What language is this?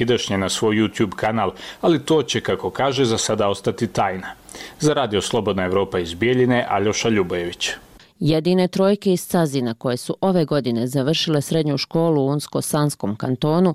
Bosnian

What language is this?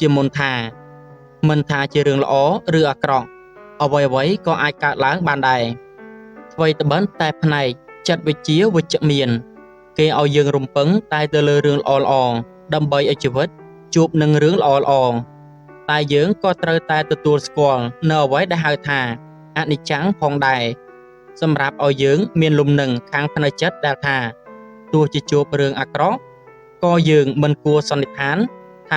Khmer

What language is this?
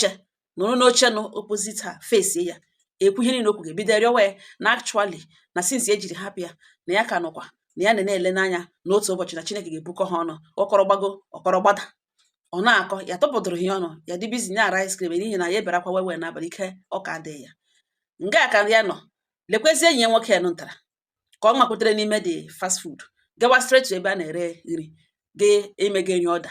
Igbo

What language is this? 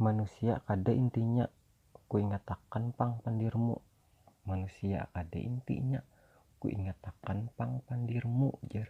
Banjar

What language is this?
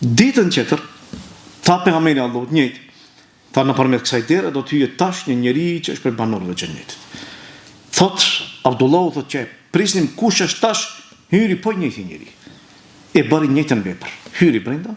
Albanian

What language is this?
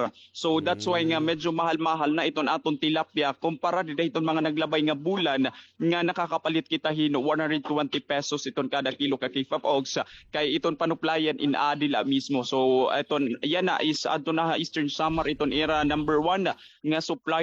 Waray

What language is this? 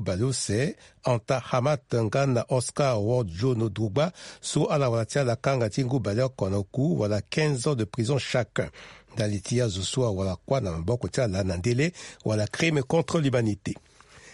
Sango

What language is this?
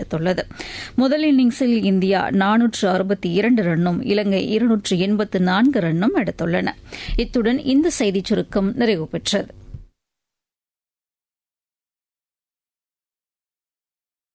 Tamil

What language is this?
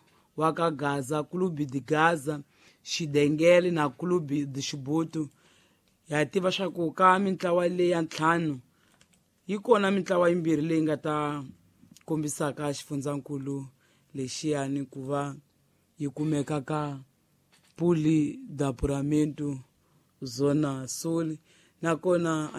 Tsonga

